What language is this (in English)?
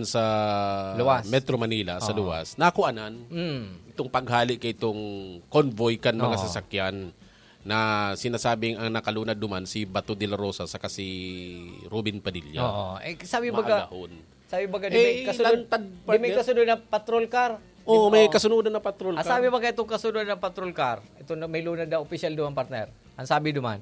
Bikol